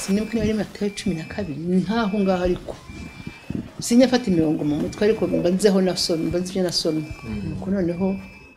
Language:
Kinyarwanda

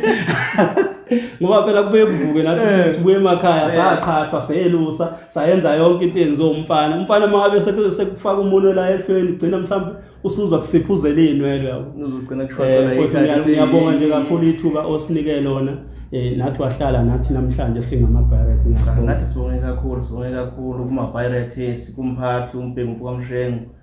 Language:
Zulu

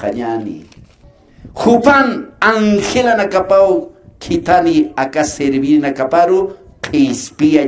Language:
Aymara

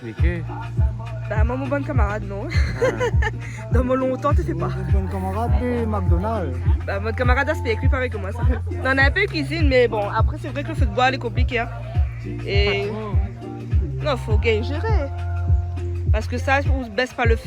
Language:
Réunion Creole French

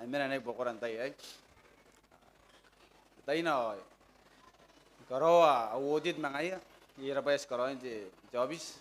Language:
Gilbertese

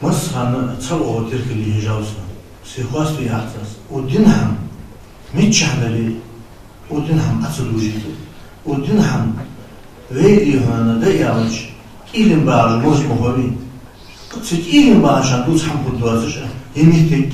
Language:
Ingush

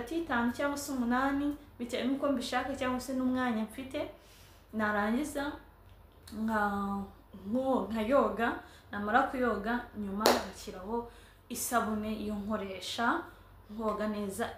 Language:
Kinyarwanda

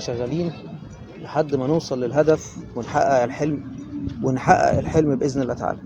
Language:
Egyptian Arabic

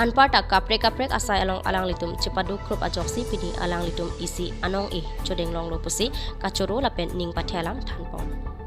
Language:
Karbi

